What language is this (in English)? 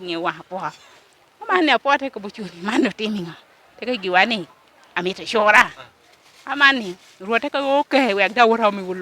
Lango (Uganda)